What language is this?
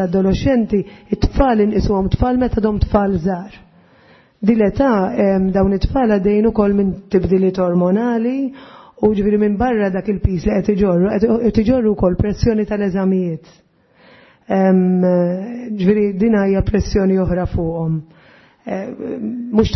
Maltese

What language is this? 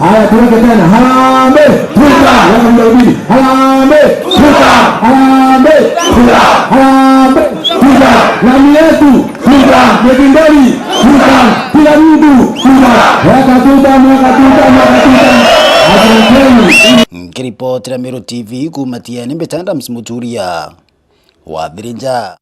Meru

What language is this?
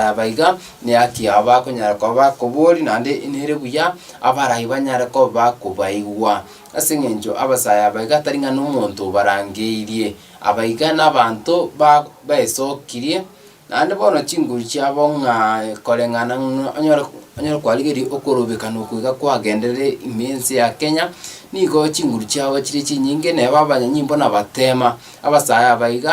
Gusii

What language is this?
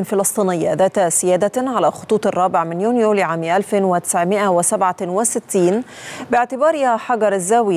Arabic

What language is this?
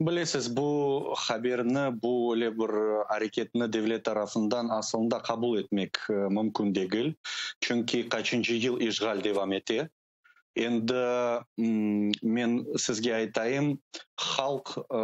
Crimean Tatar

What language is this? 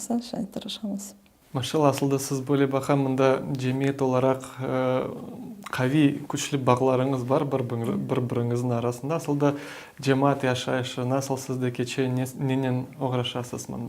Crimean Tatar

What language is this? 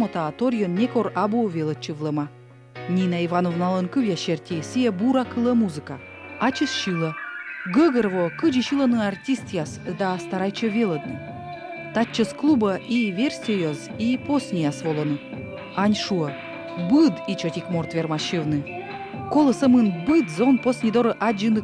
Komi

